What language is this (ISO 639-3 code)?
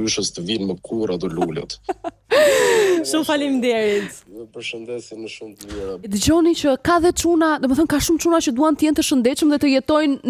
sqi